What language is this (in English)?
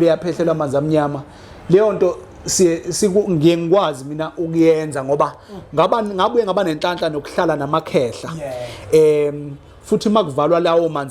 Zulu